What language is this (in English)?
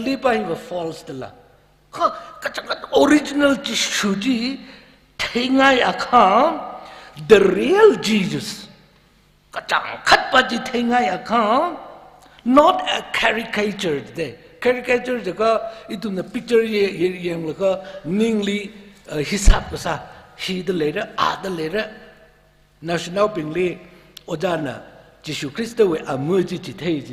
Tangkhul Naga (India)